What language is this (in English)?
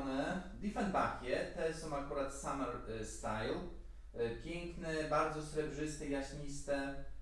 Polish